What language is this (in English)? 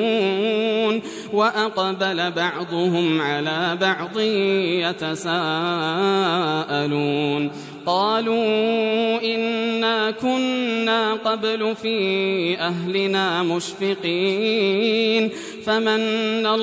Arabic